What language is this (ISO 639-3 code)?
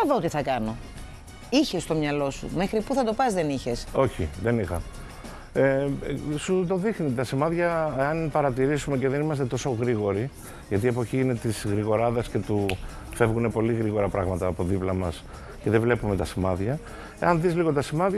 ell